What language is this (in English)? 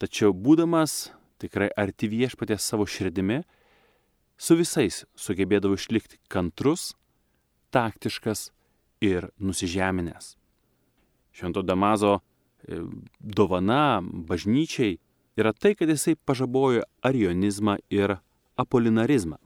Lithuanian